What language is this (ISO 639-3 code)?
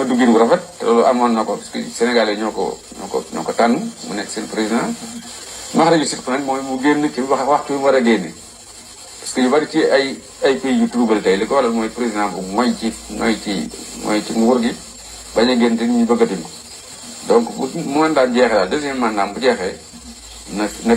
wol